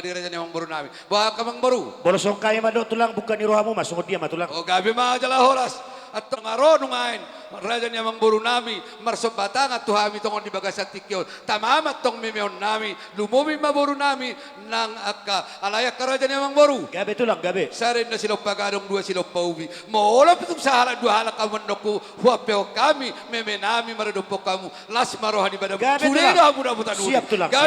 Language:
Batak Toba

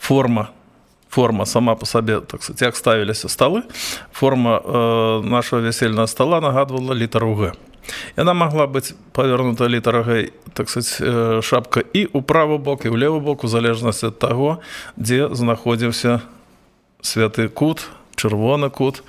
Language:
Belarusian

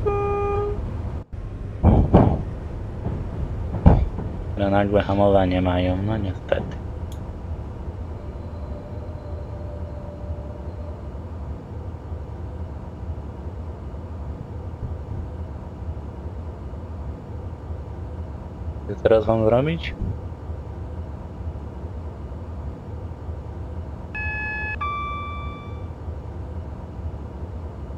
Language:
Polish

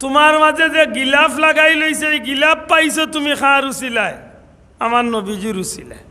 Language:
Sylheti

